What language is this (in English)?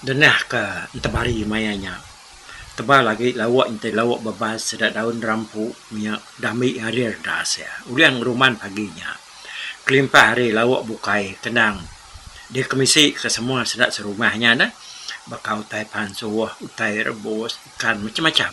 Iban